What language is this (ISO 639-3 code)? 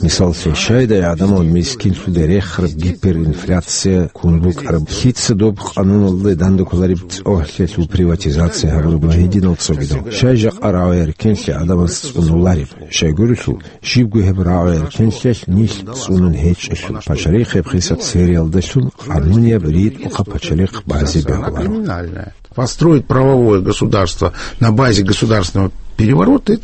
ava